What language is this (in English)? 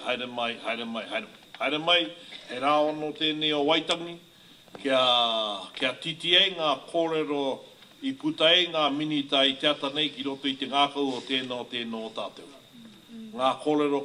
Māori